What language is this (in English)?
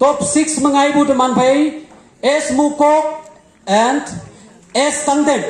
Konyak Naga